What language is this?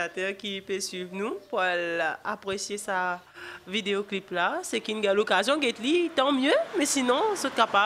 French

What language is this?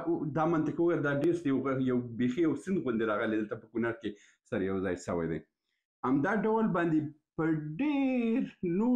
Pashto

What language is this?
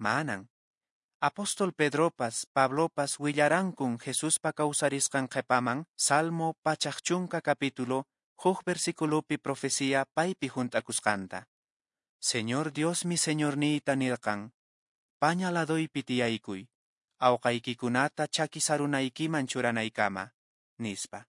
Quechua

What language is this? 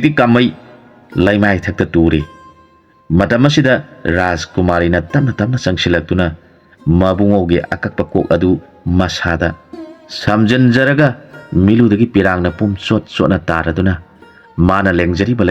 Manipuri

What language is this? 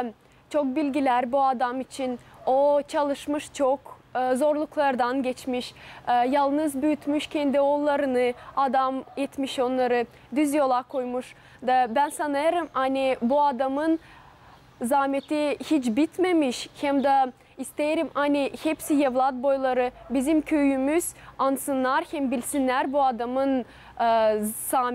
Gagauz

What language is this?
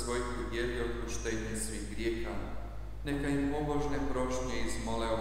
Croatian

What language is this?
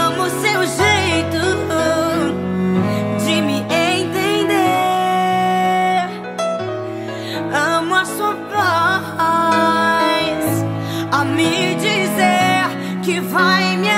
Portuguese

